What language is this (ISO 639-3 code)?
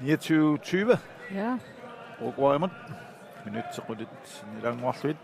kal